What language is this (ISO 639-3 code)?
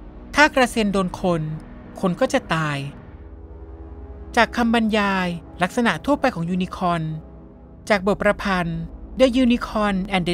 tha